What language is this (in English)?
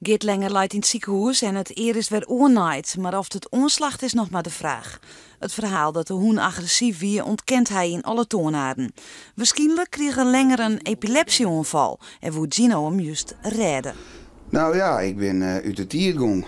Western Frisian